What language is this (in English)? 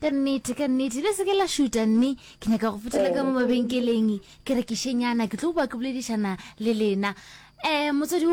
Northern Sotho